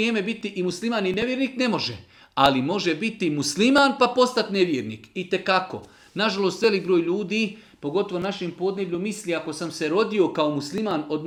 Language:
Bosnian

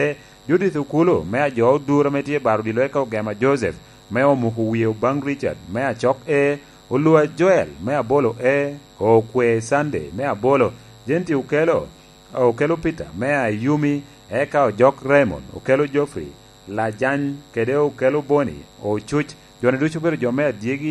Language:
Lango (Uganda)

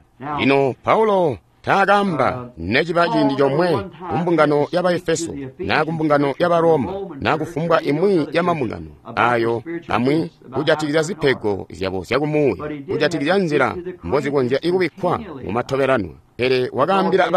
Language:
Tonga (Zambia)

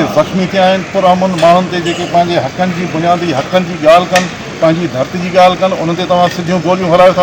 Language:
Sindhi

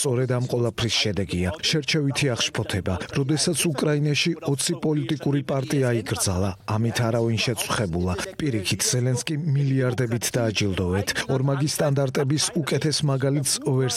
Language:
Georgian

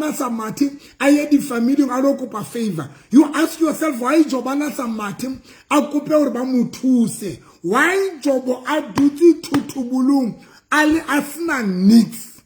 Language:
Southern Sotho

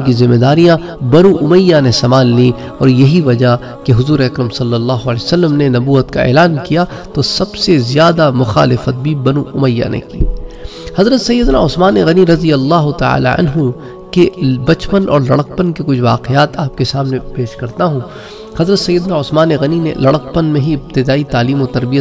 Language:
Urdu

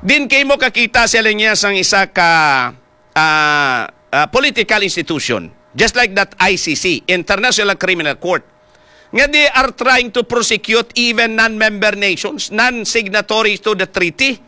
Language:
Hiligaynon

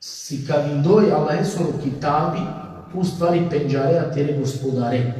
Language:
Balkan Romani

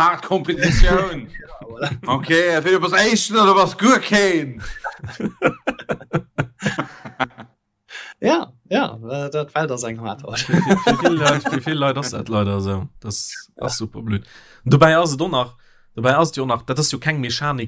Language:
Luxembourgish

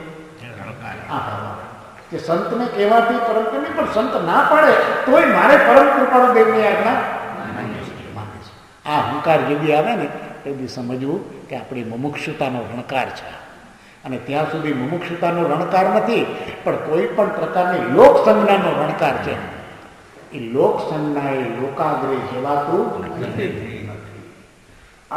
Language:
Gujarati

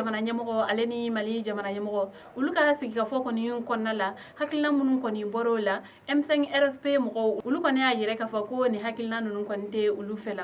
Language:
Bambara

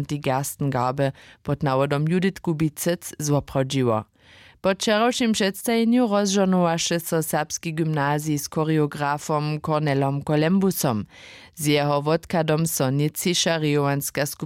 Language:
Upper Sorbian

